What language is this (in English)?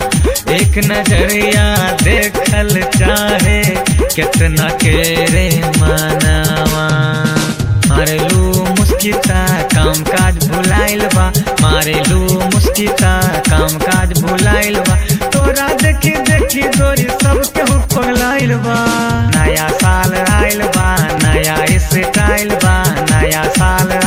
Bhojpuri